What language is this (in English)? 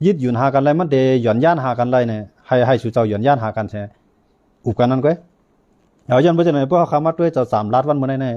Shan